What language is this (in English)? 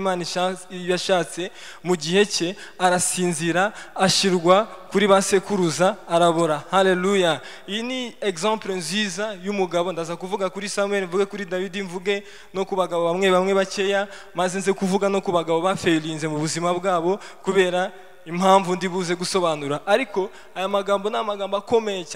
Kinyarwanda